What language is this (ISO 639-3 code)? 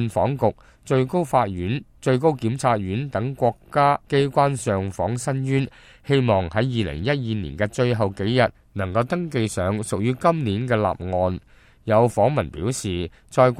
yue